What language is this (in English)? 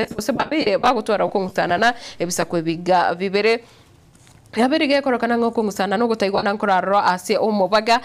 Gusii